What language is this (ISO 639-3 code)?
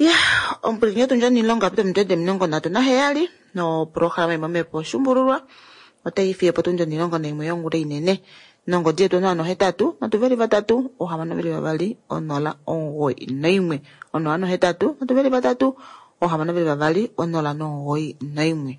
kua